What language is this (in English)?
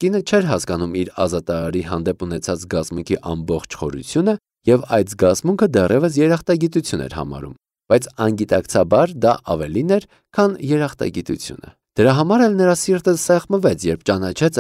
Armenian